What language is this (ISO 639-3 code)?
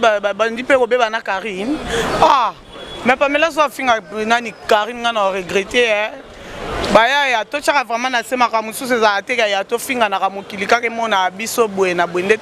lin